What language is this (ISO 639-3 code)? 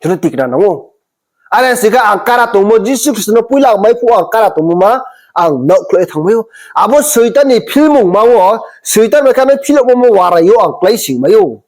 ria